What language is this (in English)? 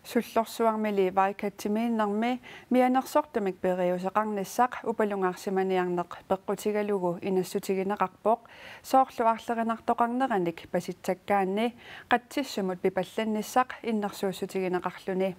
Kalaallisut